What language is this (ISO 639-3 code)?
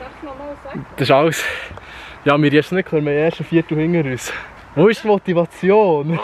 gsw